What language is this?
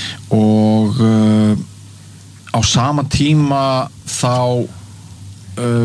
Icelandic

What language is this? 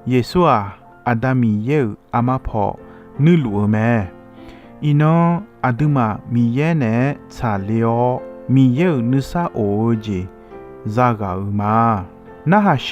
Akha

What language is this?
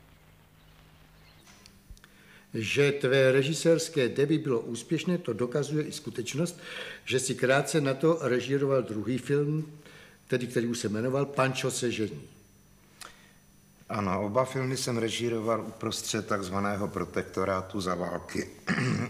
Czech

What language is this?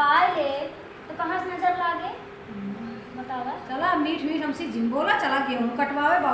Awadhi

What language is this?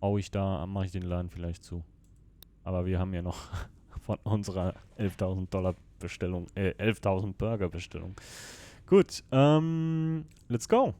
Swiss German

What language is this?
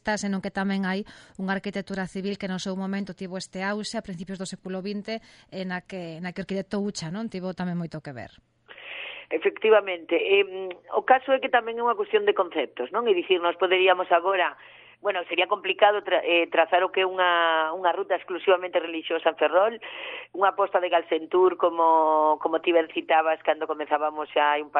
Galician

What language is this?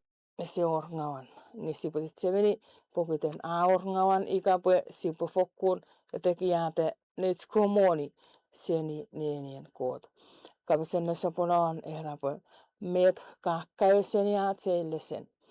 Chuukese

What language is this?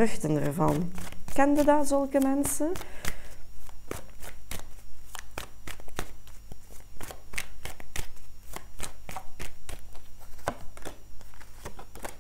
Dutch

